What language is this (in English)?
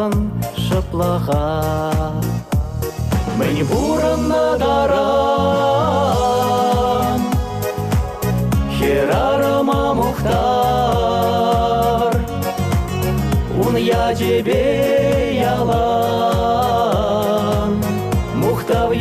Chuvash